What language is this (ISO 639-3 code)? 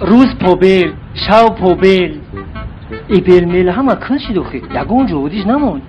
tgk